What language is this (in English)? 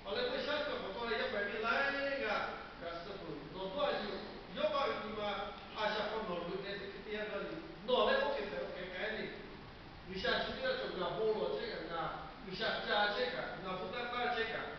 Lahu